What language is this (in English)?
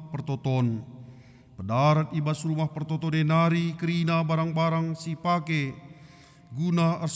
Batak Karo